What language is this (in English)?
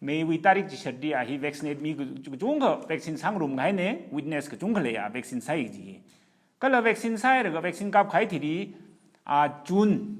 Tangkhul Naga (India)